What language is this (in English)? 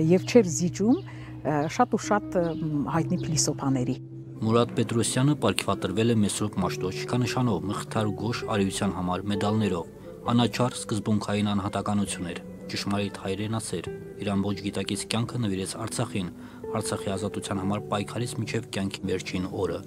Armenian